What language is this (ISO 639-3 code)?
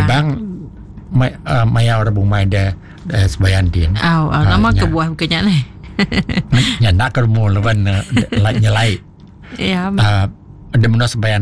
iba